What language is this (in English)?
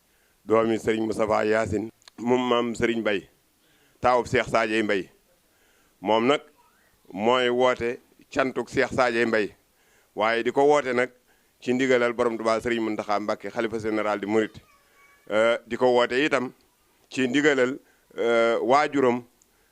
Wolof